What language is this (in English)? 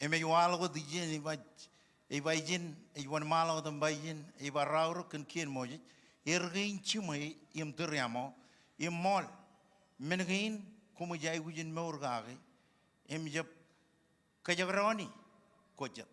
Marshallese